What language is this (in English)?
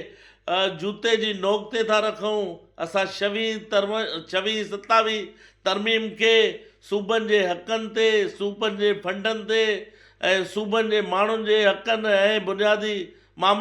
Sindhi